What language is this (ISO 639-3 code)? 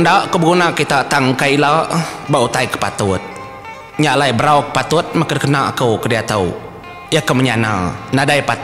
iba